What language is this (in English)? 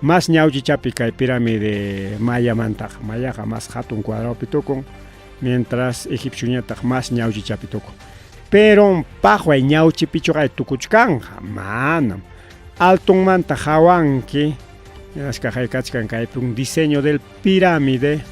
Ayacucho Quechua